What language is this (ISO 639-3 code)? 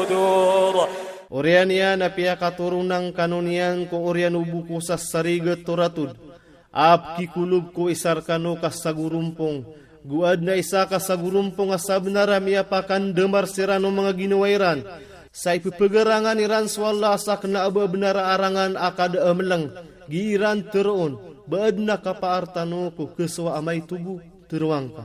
mrw